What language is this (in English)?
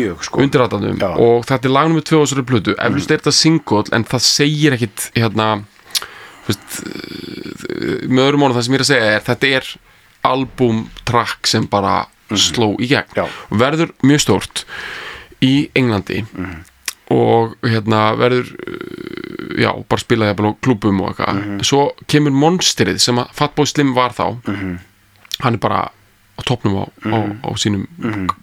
Icelandic